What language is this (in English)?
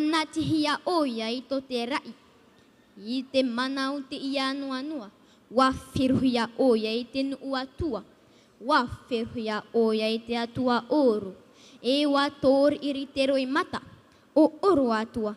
Tahitian